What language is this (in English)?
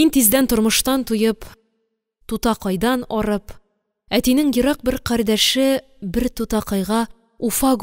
Tatar